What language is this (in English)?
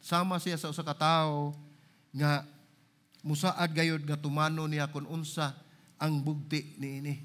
Cebuano